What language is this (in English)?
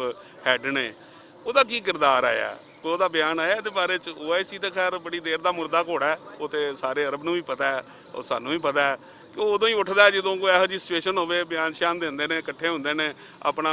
Western Panjabi